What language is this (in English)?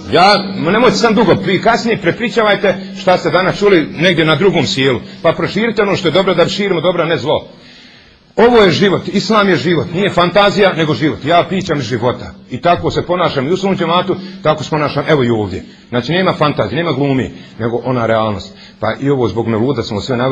Bosnian